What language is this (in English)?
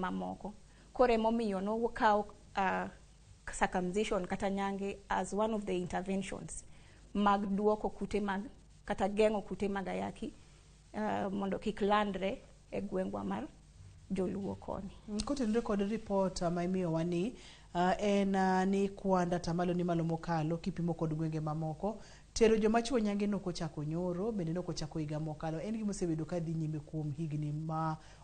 Luo (Kenya and Tanzania)